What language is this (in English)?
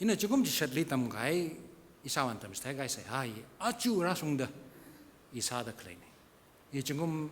Tangkhul Naga (India)